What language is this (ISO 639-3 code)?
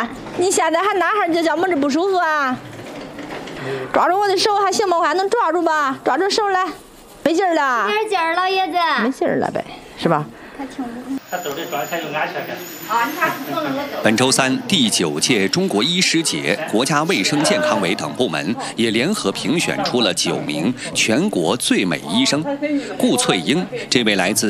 zho